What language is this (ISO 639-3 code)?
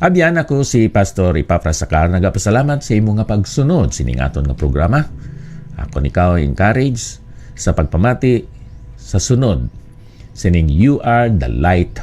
hil